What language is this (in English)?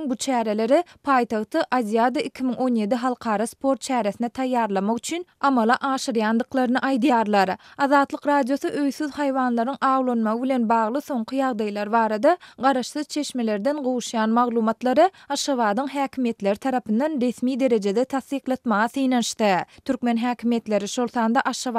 Turkmen